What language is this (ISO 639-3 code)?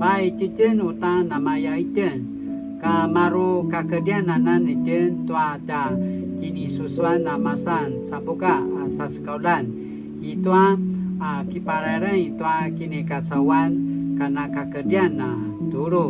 pwn